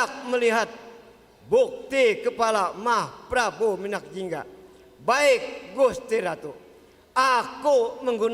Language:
Banjar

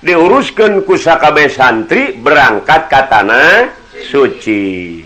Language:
Sundanese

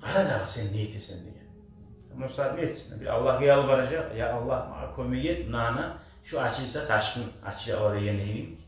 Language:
Kumyk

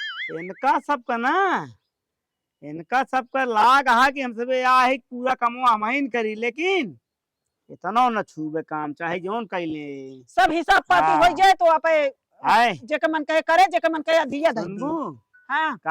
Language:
Awadhi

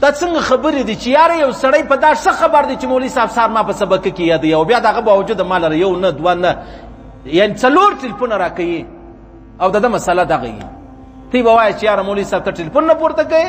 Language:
Pashto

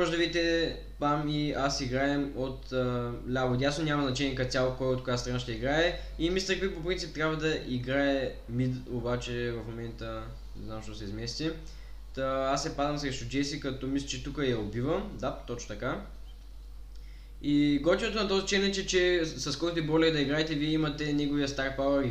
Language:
Bulgarian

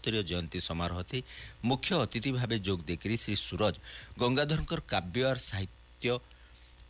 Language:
Odia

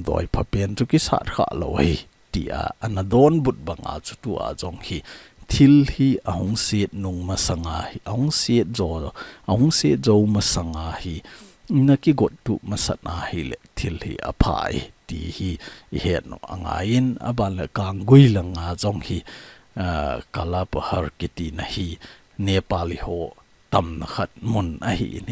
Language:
Thado Chin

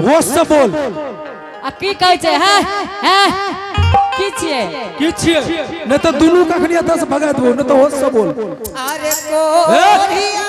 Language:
Angika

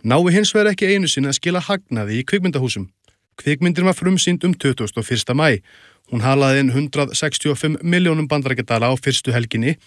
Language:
Icelandic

